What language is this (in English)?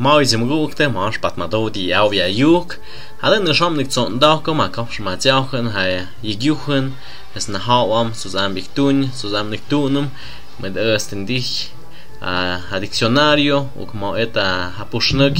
Tlahuitoltepec Mixe